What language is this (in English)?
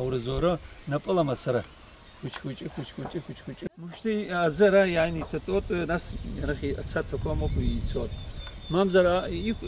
Abkhazian